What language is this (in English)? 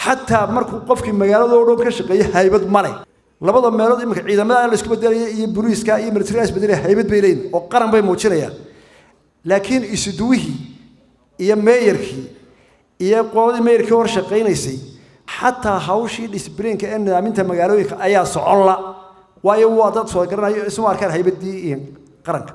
Somali